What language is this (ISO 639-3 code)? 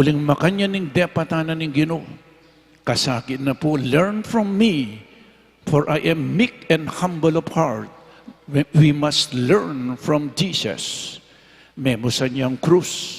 pam